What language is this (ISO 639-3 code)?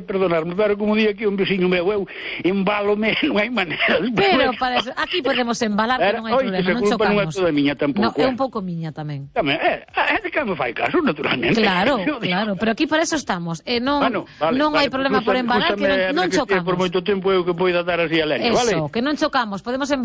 glg